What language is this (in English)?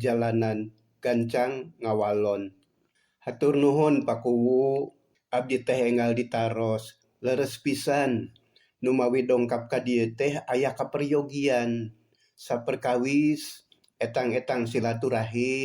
Sundanese